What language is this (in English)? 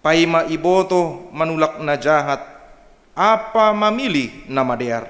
Batak Simalungun